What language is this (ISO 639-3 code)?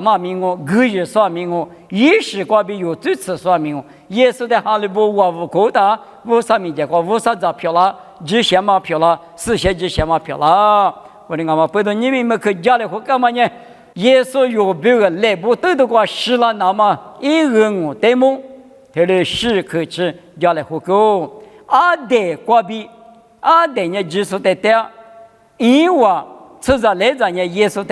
lis